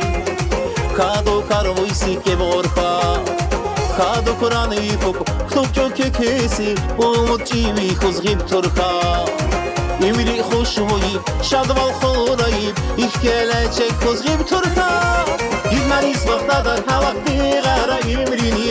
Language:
Tabassaran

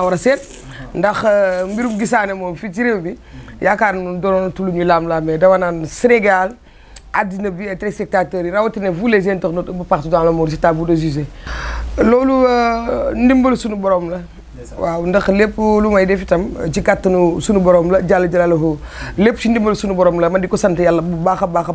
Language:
Wolof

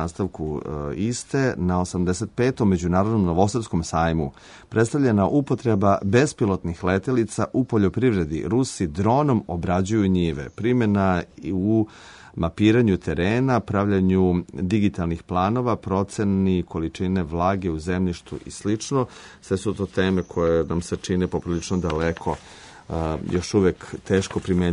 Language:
Serbian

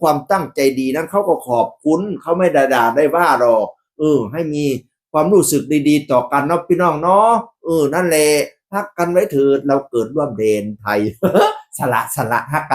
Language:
Northeastern Thai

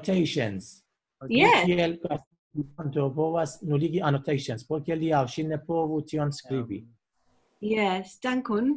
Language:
Esperanto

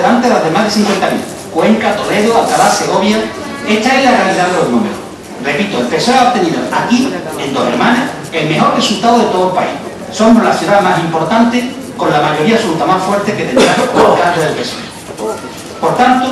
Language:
Spanish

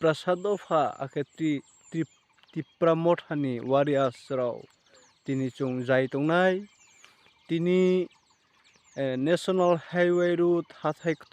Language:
Riang (India)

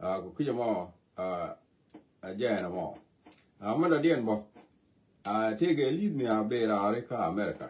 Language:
Nuer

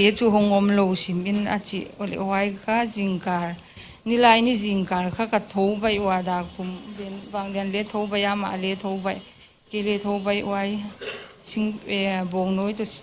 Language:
Paite Chin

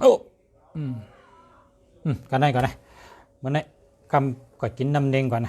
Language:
Shan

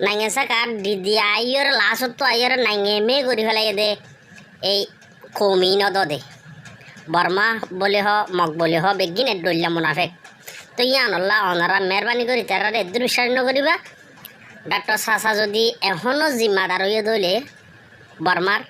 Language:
Rohingya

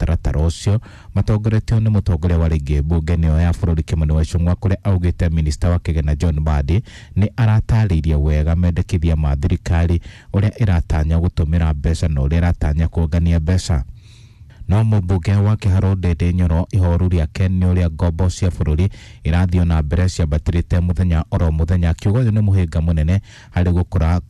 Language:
Kikuyu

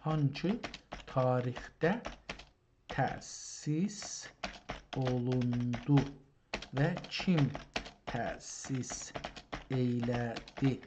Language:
South Azerbaijani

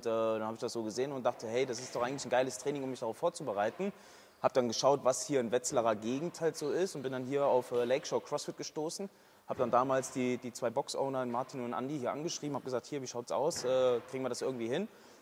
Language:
German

